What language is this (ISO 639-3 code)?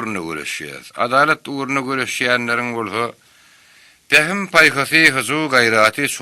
tuk